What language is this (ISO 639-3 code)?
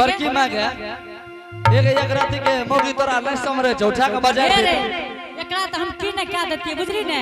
anp